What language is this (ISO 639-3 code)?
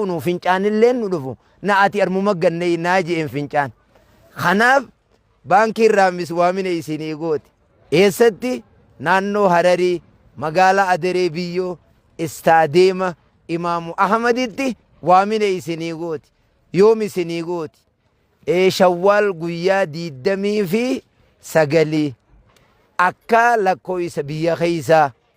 orm